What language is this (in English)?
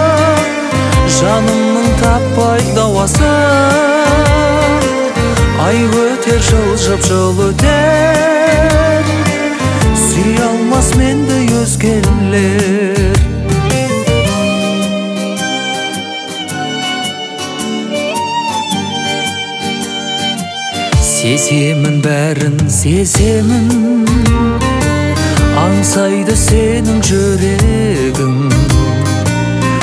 Kazakh